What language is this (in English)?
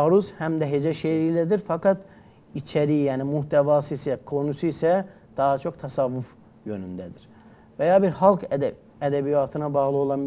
Turkish